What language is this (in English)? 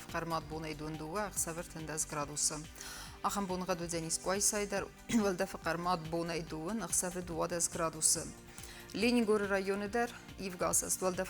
Ossetic